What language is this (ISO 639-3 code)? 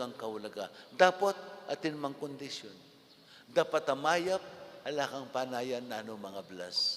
pam